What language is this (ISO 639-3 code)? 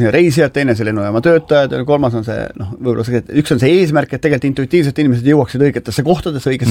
est